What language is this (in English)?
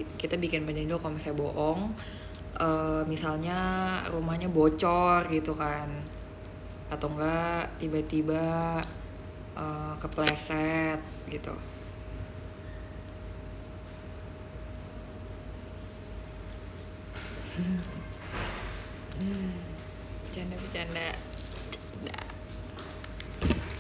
Indonesian